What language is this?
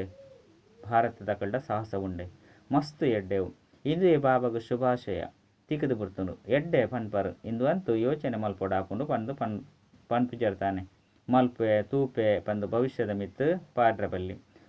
Tulu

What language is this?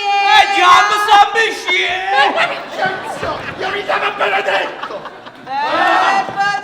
Neapolitan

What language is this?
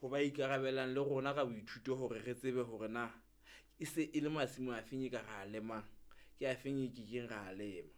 Southern Sotho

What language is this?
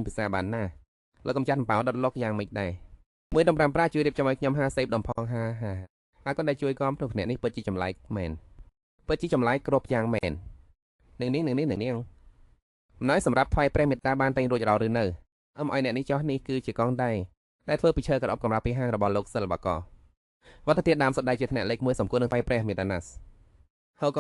Khmer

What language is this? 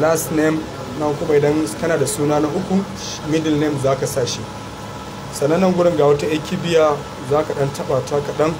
Hausa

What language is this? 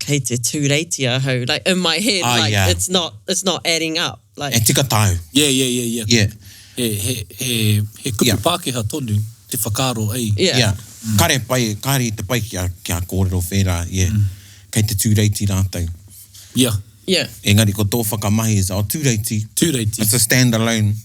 Māori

